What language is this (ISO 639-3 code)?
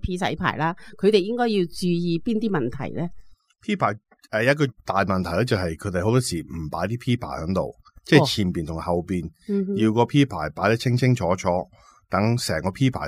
yue